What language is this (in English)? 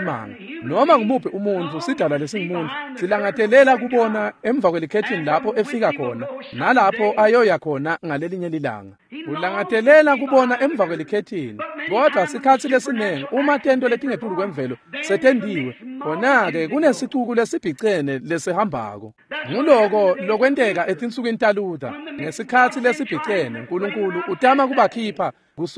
Swati